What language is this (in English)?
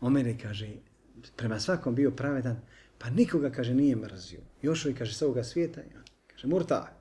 Bosnian